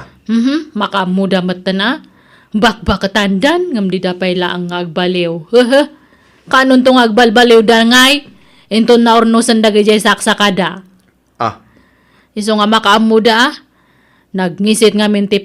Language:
Iloko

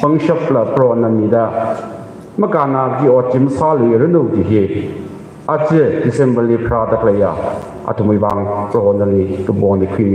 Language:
Tangkhul Naga (India)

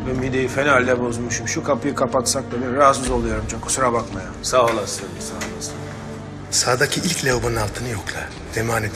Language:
Turkish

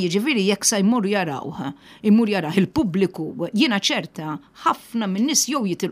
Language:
Maltese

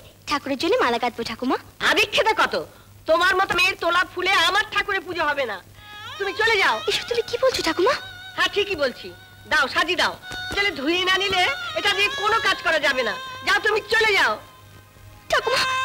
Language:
Bangla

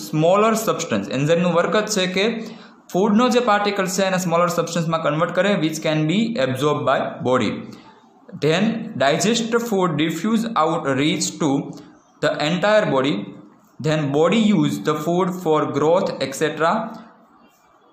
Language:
Gujarati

